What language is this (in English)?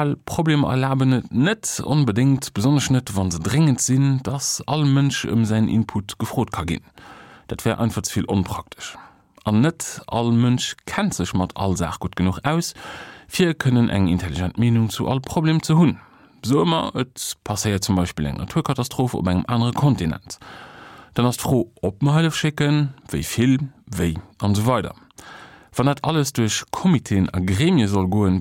Luxembourgish